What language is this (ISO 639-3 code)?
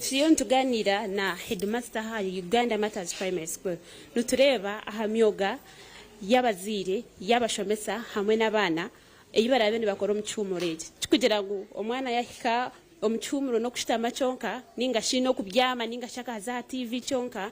nyn